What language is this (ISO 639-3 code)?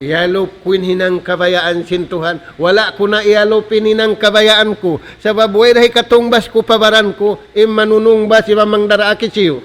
tsg